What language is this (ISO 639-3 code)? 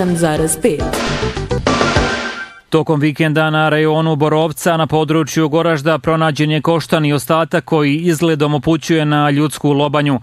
bos